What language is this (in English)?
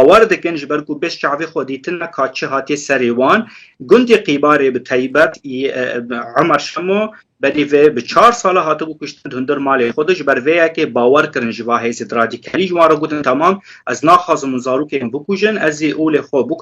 Kurdish